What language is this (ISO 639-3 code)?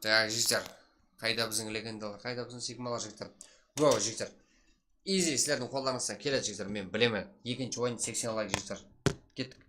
kaa